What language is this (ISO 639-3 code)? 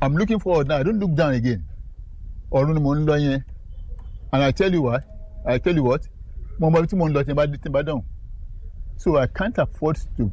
yor